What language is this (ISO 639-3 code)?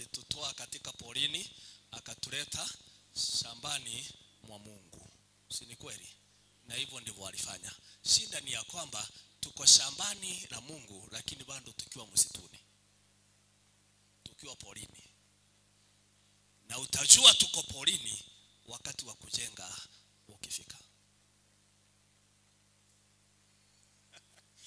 swa